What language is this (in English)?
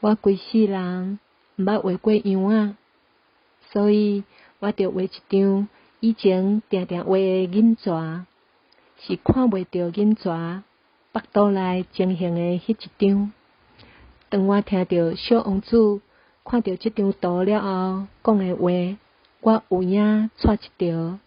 Min Nan Chinese